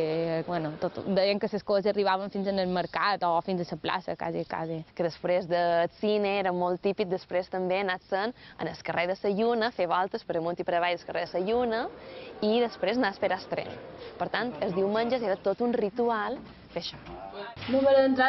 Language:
Catalan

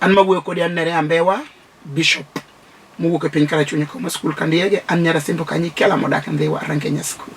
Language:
Luo (Kenya and Tanzania)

